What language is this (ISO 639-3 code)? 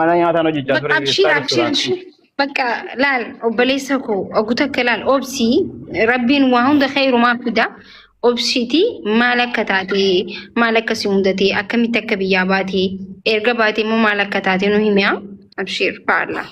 orm